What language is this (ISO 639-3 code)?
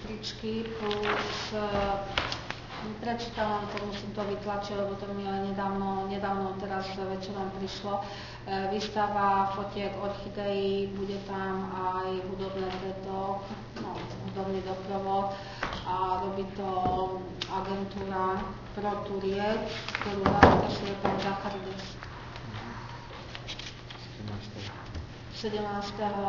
slk